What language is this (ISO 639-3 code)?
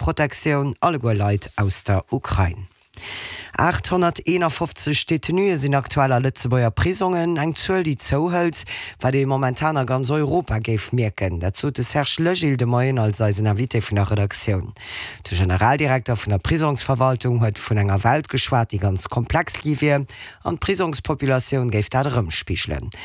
ltz